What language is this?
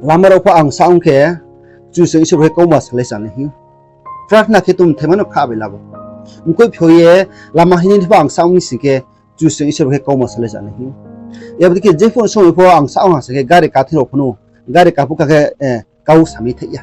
Riang (India)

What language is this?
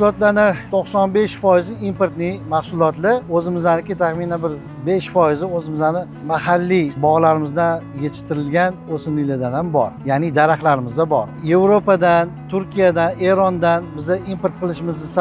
Uzbek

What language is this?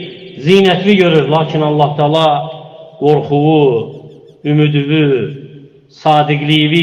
Azerbaijani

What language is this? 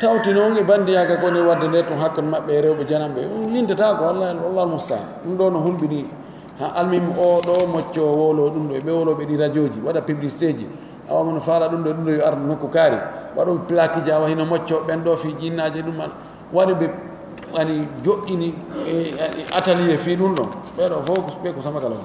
Pular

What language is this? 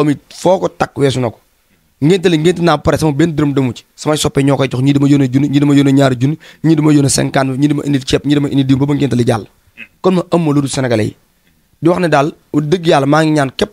Wolof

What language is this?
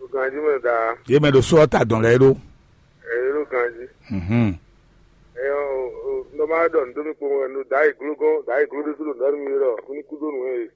Fon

